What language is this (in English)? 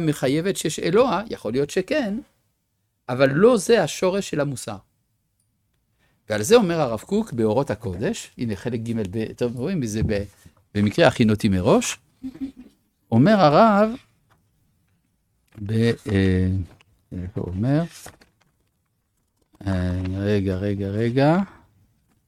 Hebrew